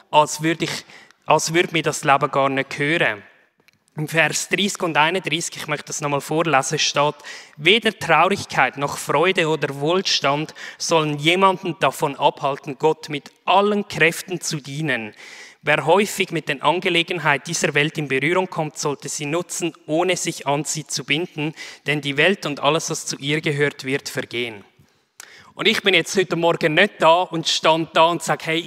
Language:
Swiss German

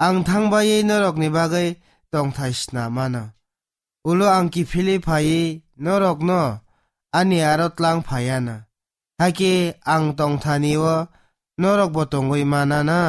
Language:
Kok Borok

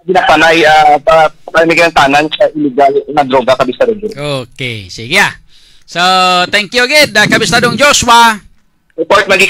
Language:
Hiligaynon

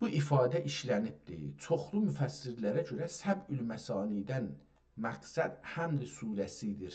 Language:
South Azerbaijani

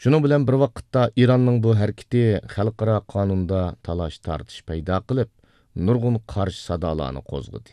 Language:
Uyghur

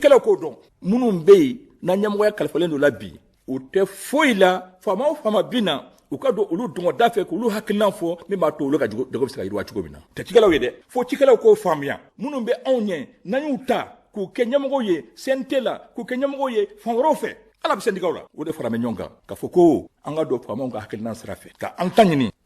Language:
Bambara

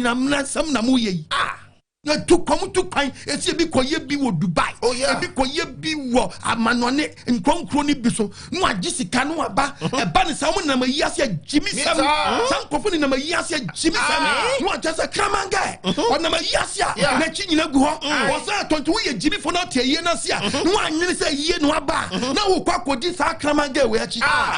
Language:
Akan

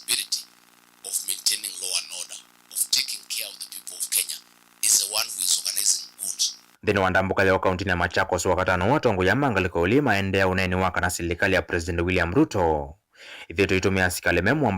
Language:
Kamba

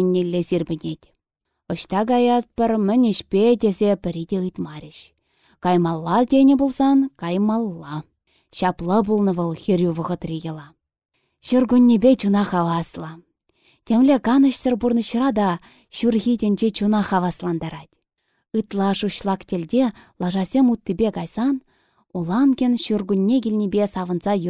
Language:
Chuvash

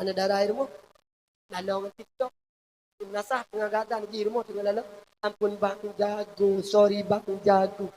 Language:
Achinese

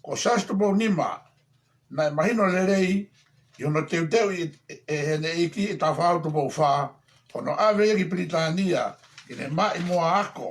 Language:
Tongan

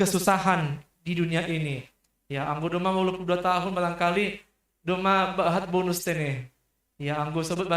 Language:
Batak Simalungun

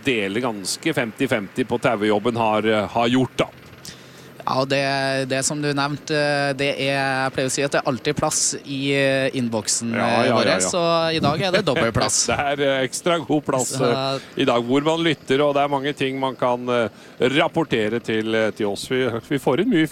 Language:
Norwegian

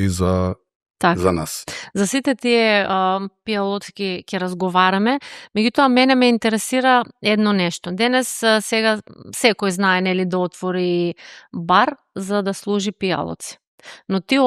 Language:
Macedonian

